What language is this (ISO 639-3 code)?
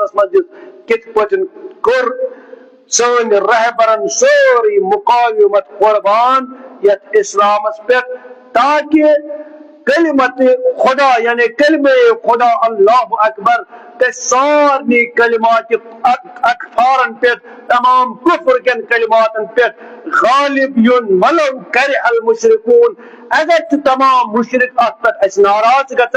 kas